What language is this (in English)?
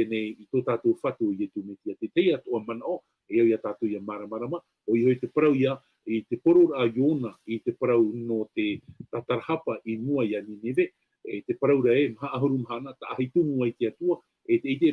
Tahitian